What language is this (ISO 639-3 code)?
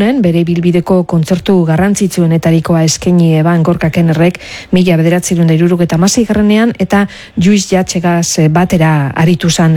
eus